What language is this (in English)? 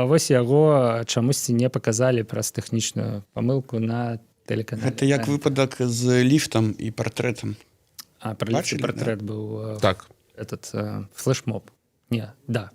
Belarusian